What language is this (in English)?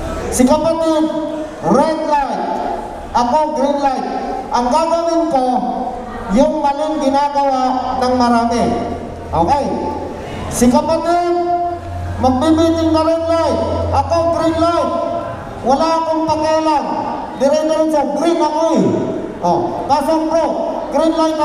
Filipino